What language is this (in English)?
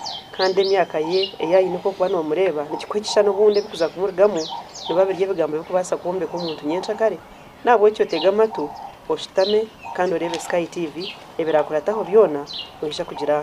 Nyankole